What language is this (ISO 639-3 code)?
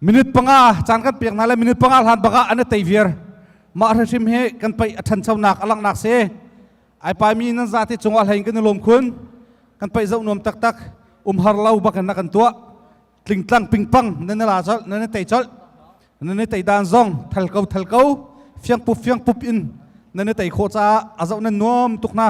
cnh